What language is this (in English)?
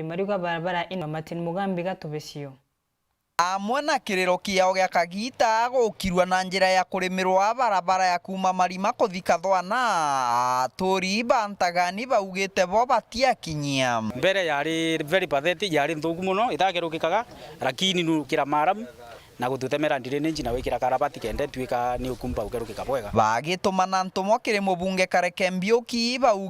Meru